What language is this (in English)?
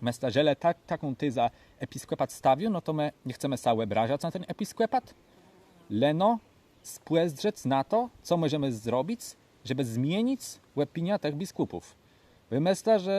Kashubian